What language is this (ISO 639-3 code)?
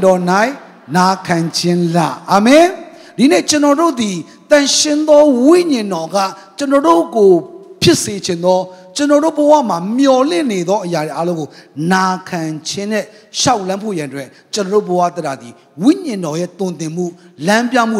mya